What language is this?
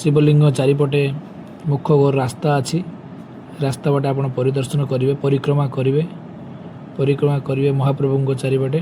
Odia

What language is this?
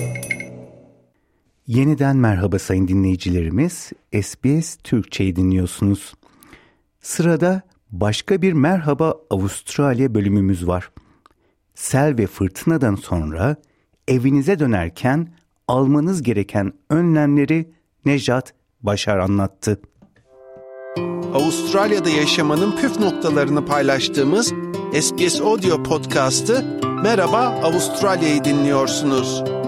Turkish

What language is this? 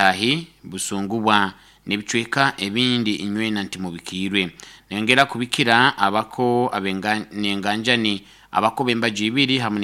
Nyoro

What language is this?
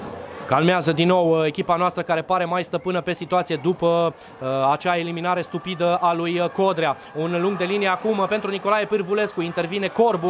Romanian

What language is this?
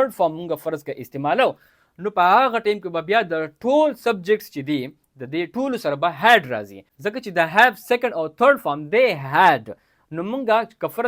Pashto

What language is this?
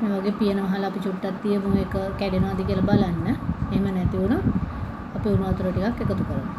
Sinhala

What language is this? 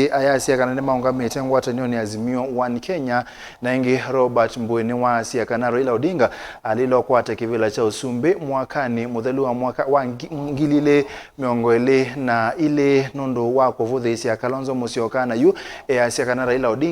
Kamba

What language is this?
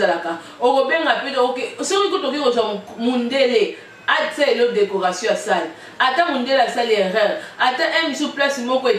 Lingala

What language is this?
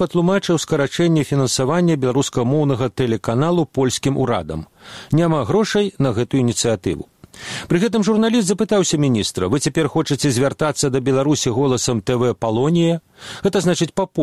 Belarusian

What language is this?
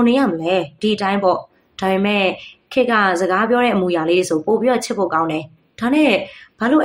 Burmese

